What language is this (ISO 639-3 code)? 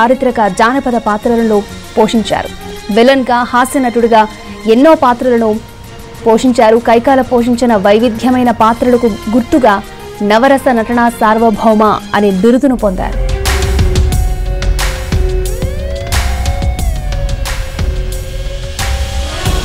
tel